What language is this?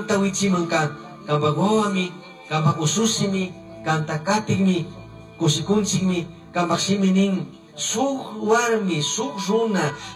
Chimborazo Highland Quichua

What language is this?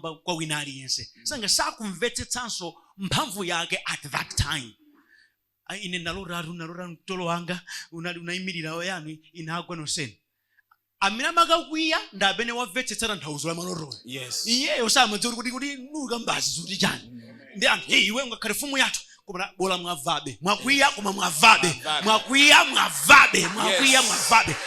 Nyanja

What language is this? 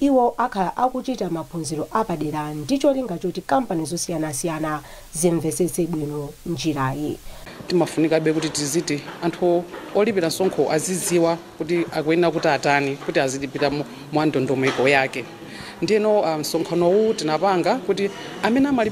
Nyanja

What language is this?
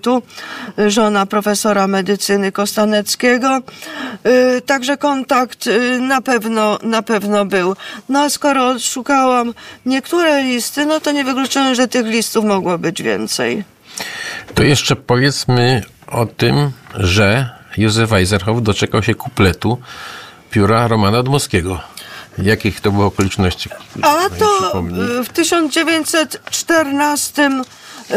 Polish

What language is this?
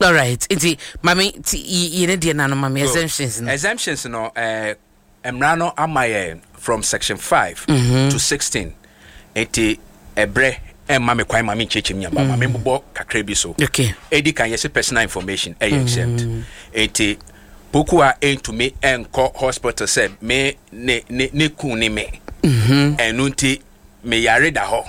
Akan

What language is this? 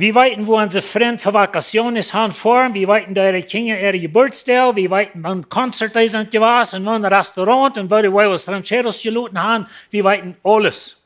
Plautdietsch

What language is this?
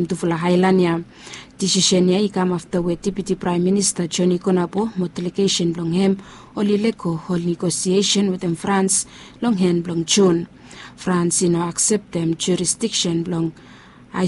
Bislama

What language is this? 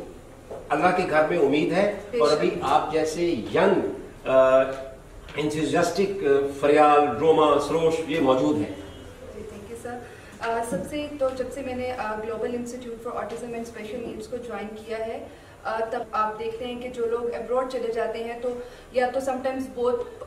Urdu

